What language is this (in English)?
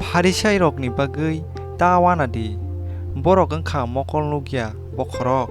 Kok Borok